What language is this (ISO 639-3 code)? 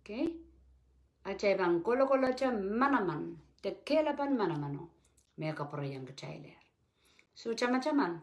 pon